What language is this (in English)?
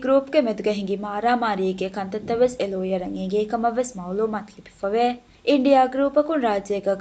Divehi